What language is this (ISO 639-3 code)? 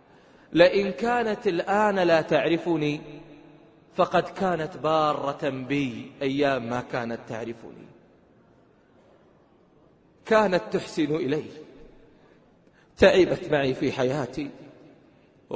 ara